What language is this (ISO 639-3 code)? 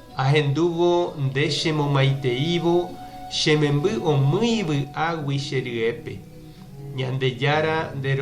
grn